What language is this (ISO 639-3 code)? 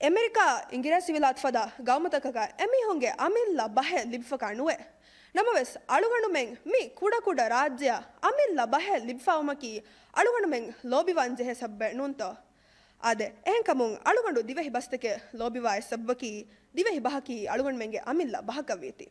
div